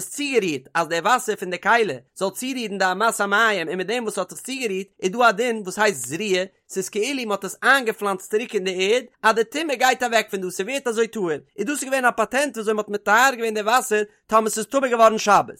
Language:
Yiddish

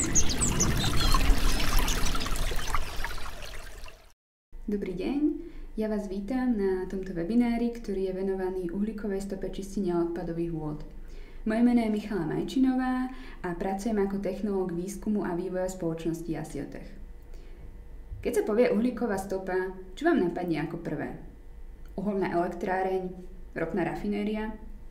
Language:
Slovak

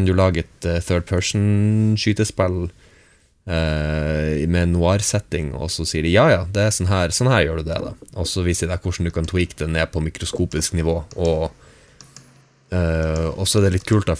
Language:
Norwegian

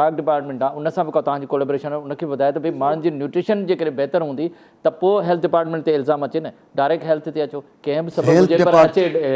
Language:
Sindhi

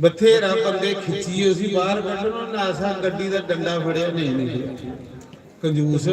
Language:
Dogri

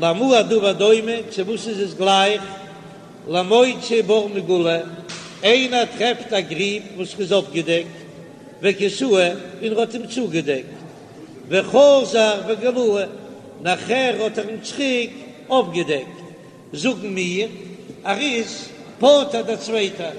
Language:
Yiddish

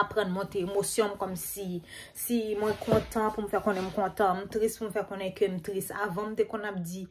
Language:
Haitian Creole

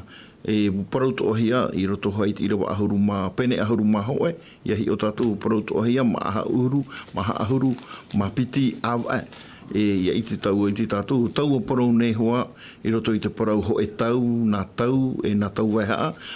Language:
Tahitian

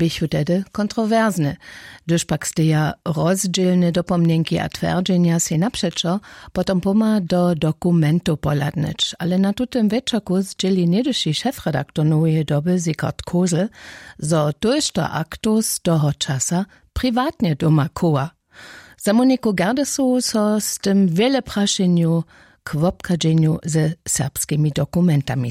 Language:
Upper Sorbian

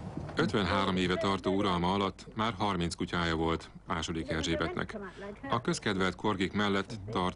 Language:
Hungarian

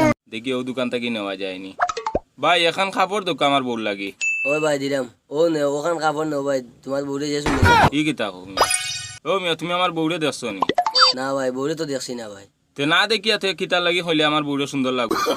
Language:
Sylheti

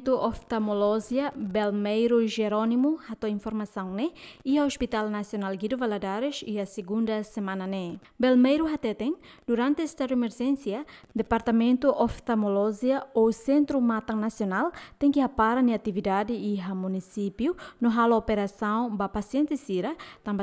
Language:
Tetum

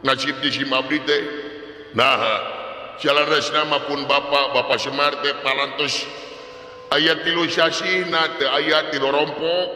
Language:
Sundanese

